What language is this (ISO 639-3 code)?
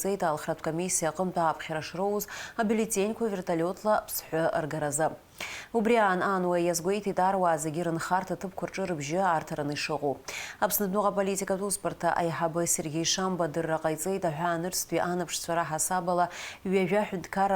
abk